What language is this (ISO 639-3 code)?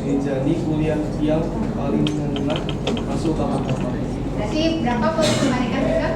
ban